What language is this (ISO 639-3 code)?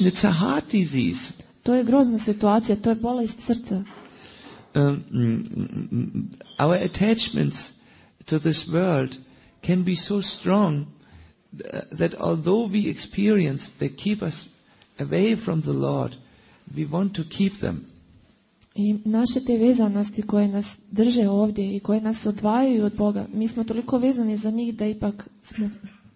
hrv